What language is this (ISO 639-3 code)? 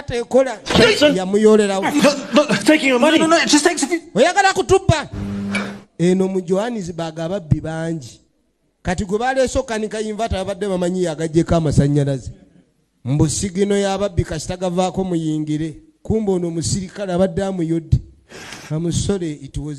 lug